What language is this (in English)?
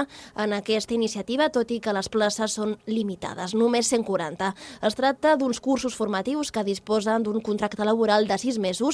Catalan